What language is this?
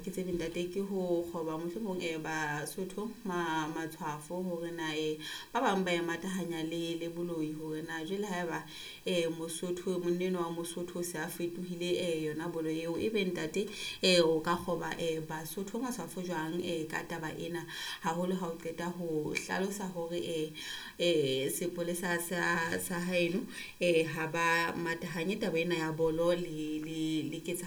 Southern Sotho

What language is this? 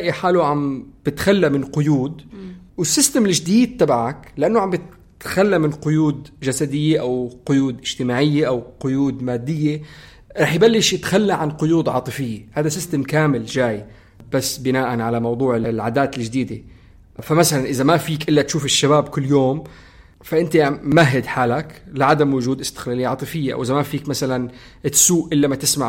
North Levantine Arabic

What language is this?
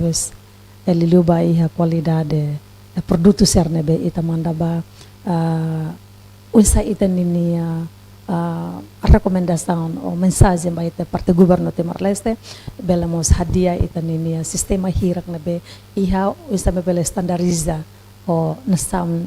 Tetum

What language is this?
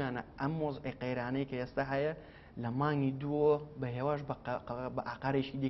Central Kurdish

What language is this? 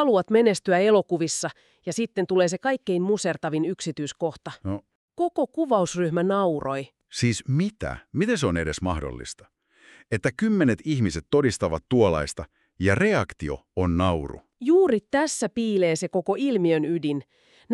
Finnish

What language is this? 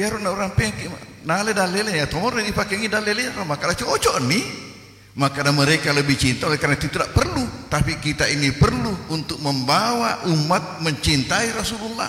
Buginese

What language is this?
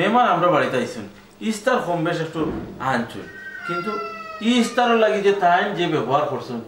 Sylheti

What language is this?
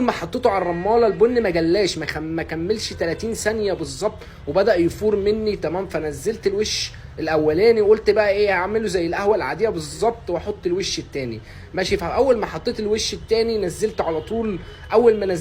Egyptian Arabic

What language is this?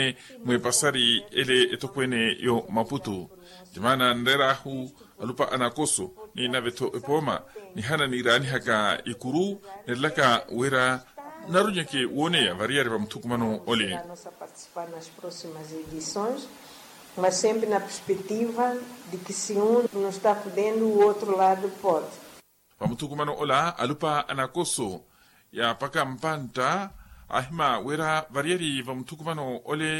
Makhuwa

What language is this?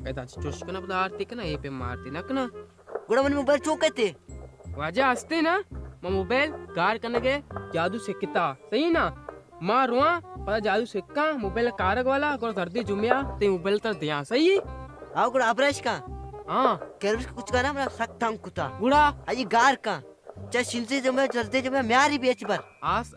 Baluchi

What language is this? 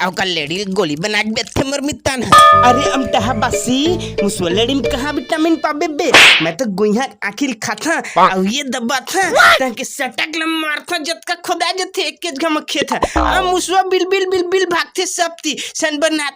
Chhattisgarhi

